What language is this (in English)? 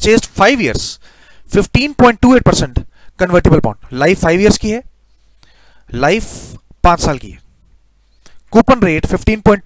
Hindi